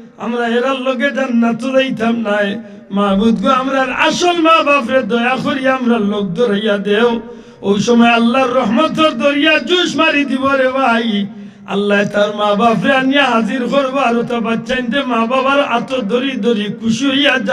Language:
Sylheti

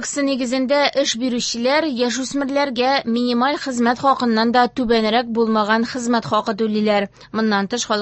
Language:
Tatar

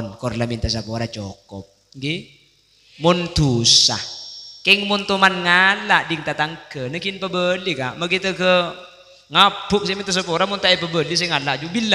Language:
Madurese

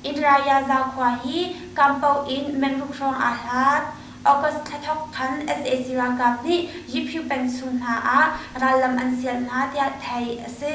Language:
Hakha Chin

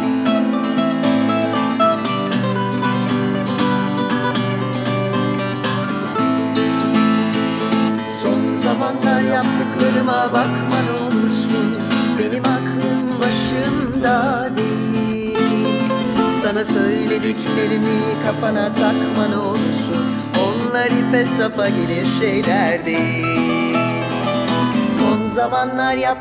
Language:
Turkish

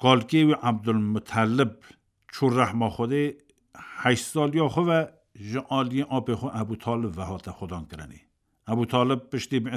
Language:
Kurdish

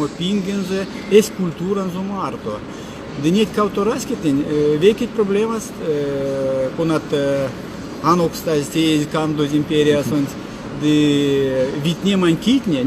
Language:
Erzya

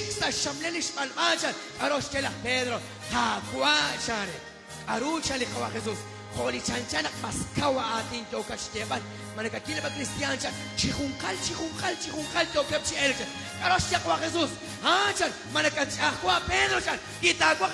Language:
Kekchí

